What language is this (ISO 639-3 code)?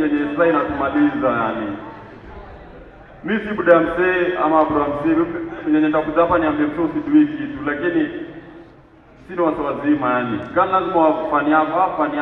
swa